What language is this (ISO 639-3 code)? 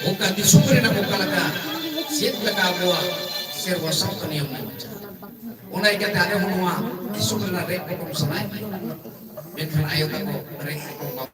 sat